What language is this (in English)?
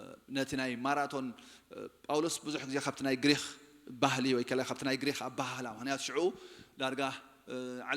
Tigrinya